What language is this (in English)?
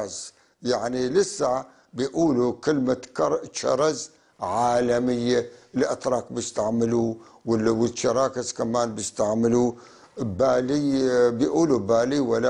North Levantine Arabic